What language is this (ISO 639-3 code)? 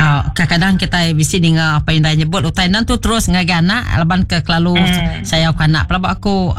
iba